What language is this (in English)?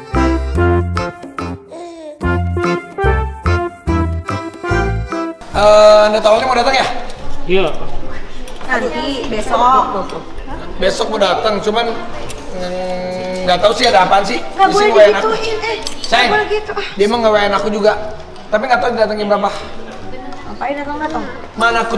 Indonesian